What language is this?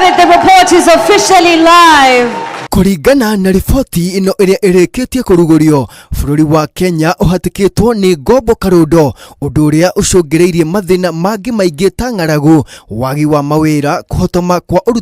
Kikuyu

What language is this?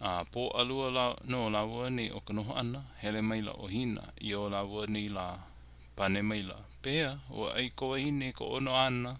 Hawaiian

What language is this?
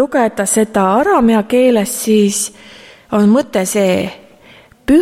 Estonian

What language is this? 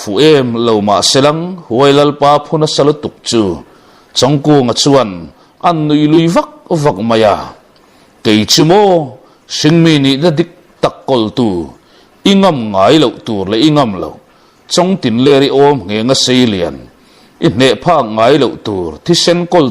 Mizo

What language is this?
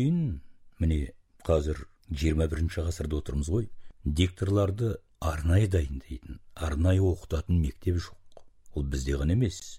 Kazakh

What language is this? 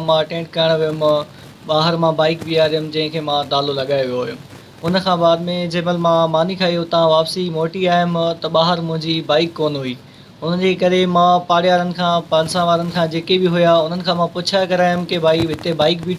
Sindhi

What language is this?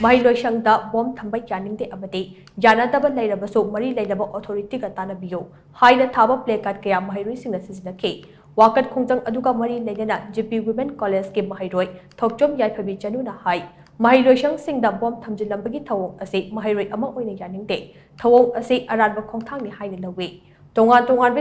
Manipuri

